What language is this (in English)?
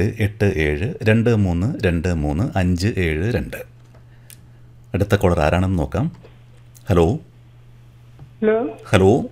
Malayalam